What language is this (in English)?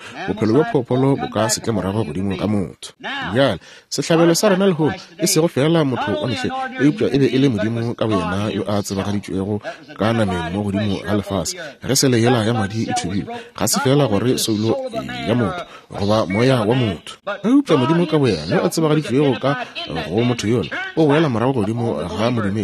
Northern Sotho